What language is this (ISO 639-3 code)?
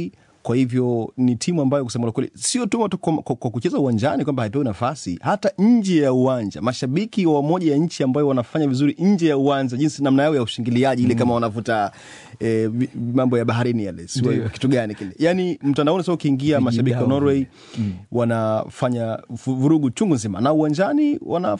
swa